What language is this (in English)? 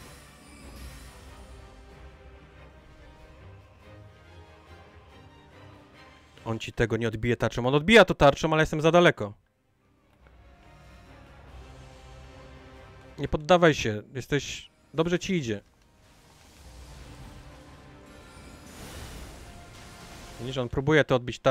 Polish